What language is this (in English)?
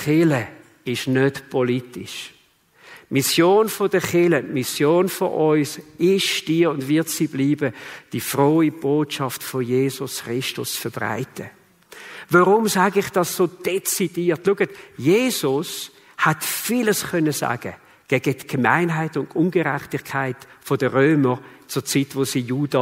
Swiss German